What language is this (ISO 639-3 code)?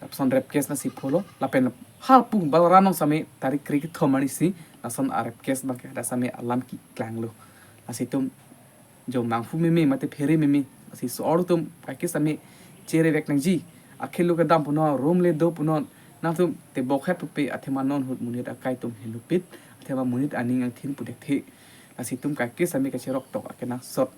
mjw